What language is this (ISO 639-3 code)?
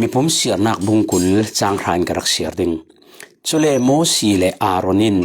cfm